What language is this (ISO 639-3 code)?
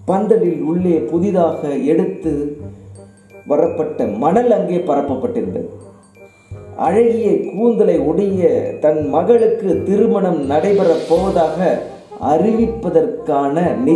tam